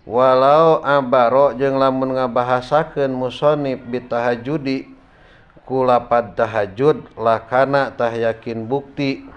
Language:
Sundanese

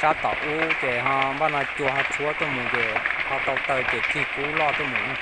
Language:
Hmong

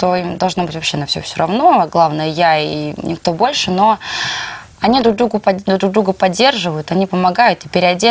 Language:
Russian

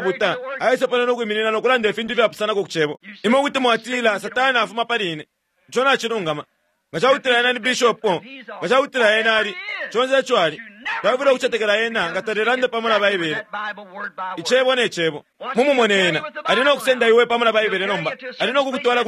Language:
Bemba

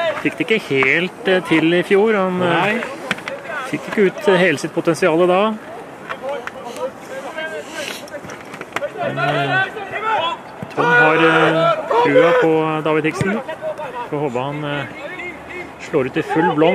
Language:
Norwegian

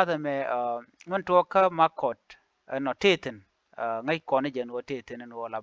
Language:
Nuer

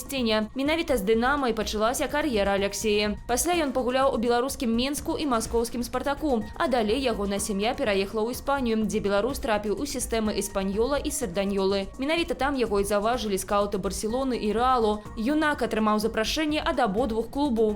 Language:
Belarusian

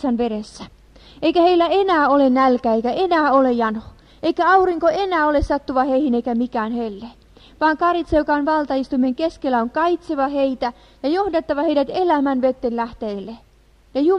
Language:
Finnish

